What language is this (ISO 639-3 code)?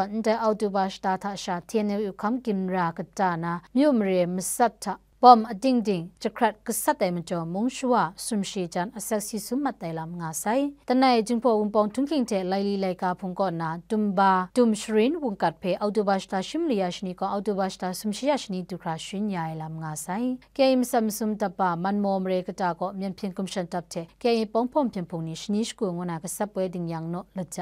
kac